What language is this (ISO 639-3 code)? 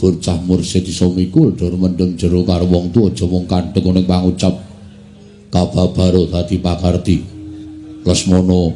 jav